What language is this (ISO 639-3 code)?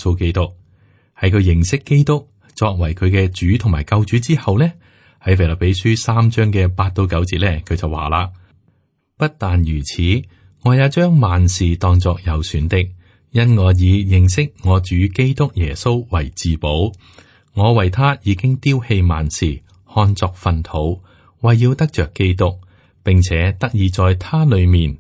yue